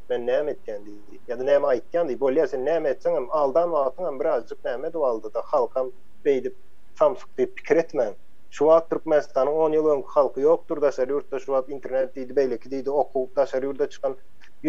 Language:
Turkmen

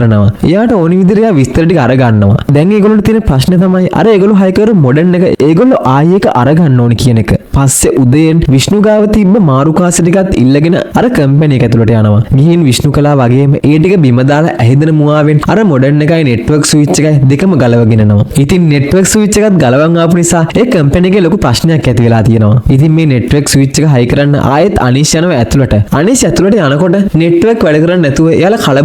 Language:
Sinhala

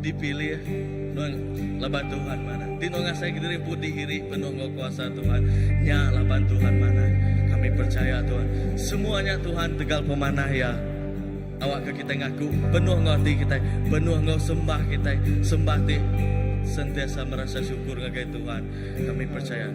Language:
Iban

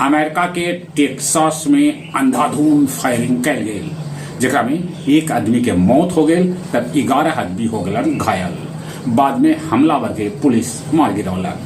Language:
Magahi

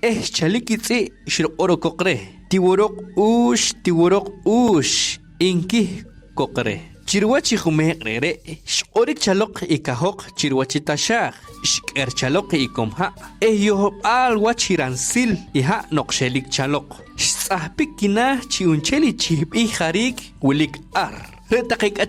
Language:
Poqomchi'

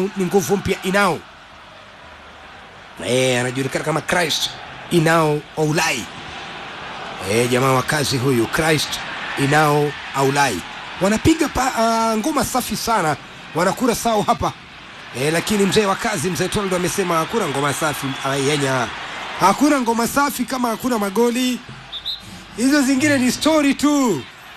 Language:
Swahili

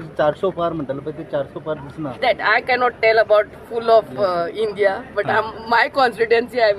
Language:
Konkani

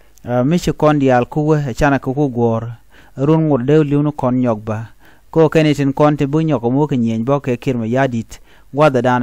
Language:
Nuer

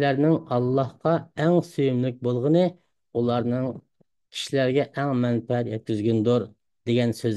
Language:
Uyghur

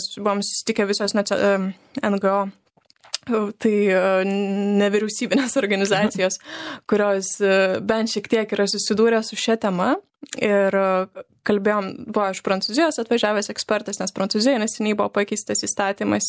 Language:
Lithuanian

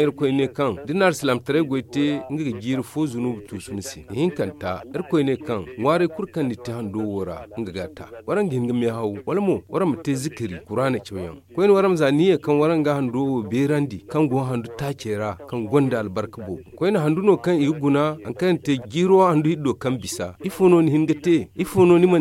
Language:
Zarma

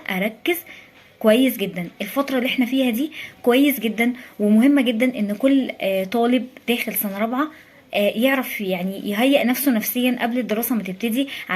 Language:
Egyptian Arabic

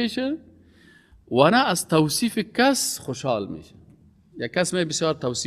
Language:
Persian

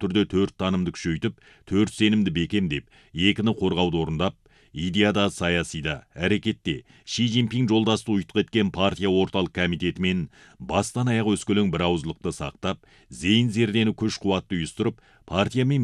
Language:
Kazakh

